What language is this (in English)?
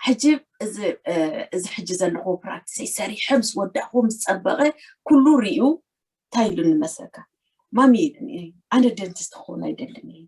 Tigrinya